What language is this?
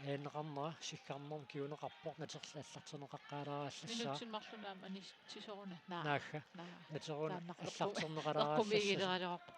Kalaallisut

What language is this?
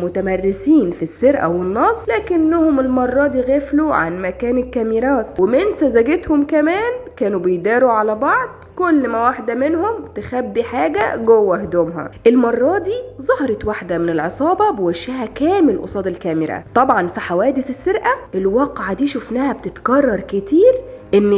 Egyptian Arabic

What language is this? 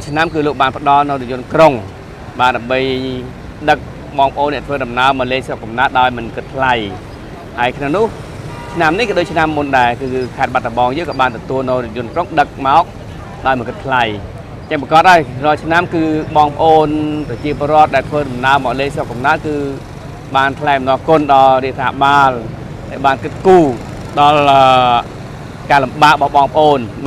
Khmer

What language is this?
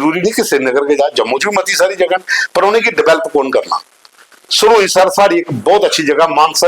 Dogri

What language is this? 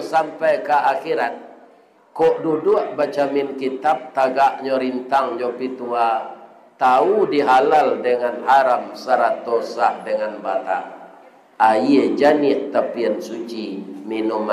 Minangkabau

